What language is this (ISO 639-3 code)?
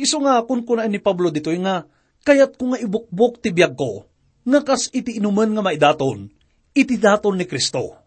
ilo